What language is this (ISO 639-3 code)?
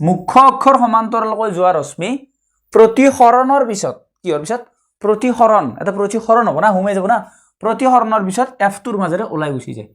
asm